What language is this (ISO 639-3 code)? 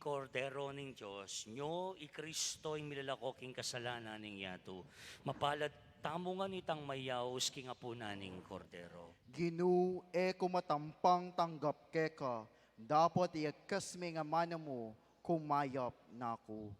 pam